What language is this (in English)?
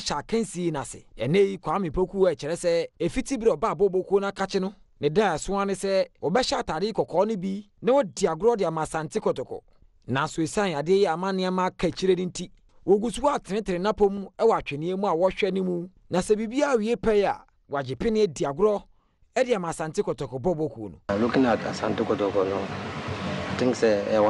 Akan